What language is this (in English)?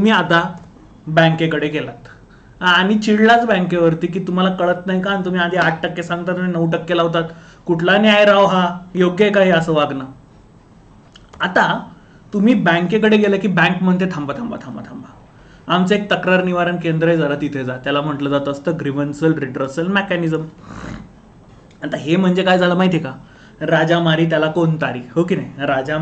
Marathi